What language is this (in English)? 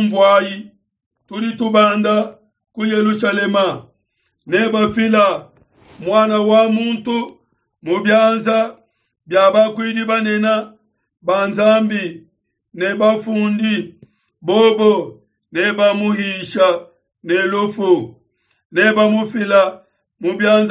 Luba-Lulua